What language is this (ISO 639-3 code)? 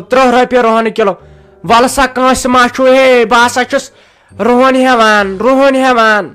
kas